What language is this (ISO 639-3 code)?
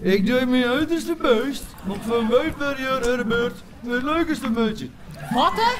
fry